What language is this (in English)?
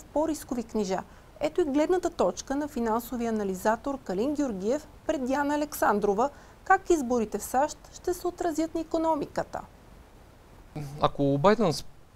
Bulgarian